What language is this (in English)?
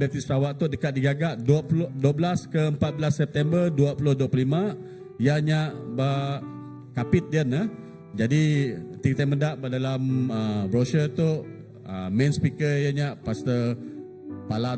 Iban